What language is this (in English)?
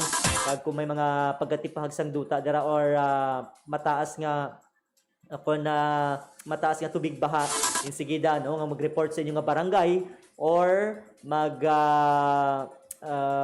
Hiligaynon